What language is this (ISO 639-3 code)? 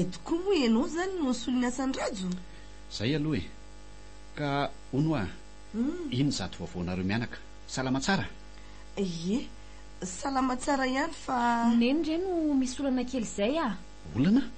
mlg